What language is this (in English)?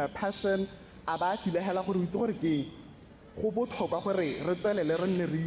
Tswana